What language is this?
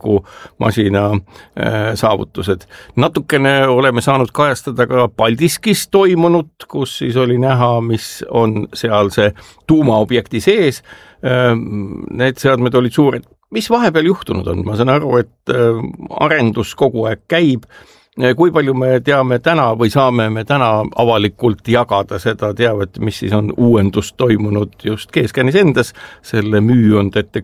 Estonian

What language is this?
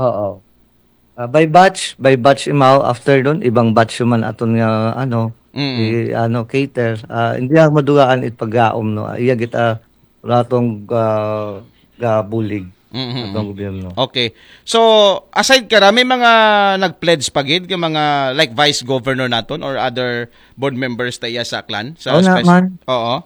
Aklanon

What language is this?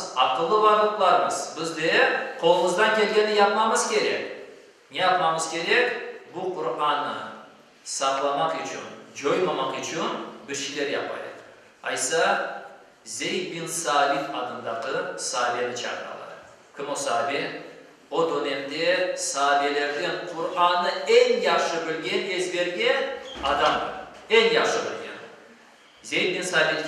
Crimean Tatar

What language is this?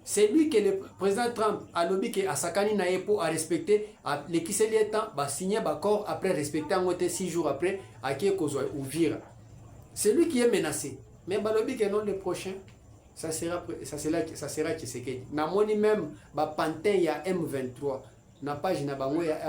Lingala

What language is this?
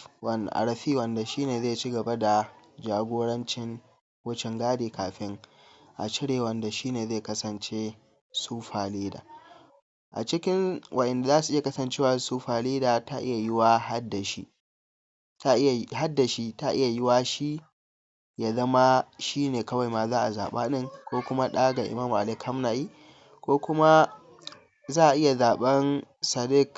Hausa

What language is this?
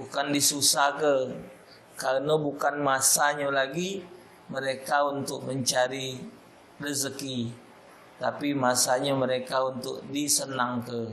Musi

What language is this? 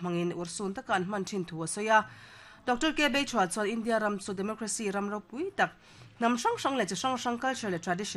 Mizo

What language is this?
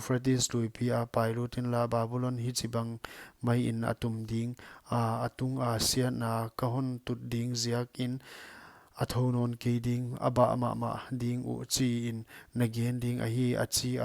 Paite Chin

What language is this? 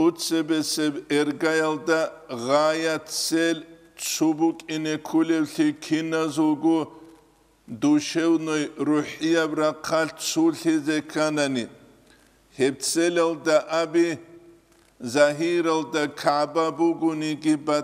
Avaric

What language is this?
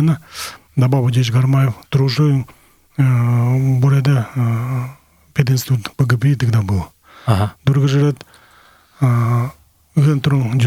Buriat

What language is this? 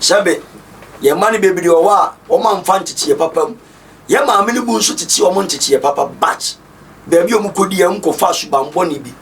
Akan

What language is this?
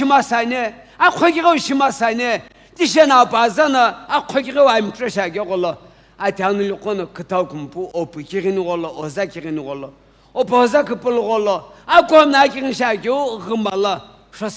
Sumi Naga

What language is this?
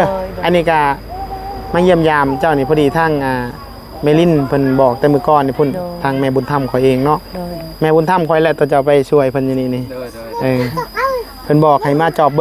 Northeastern Thai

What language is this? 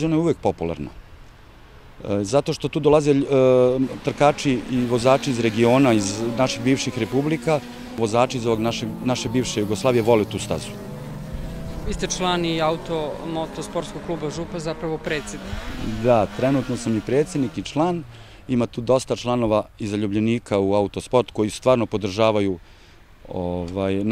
Serbian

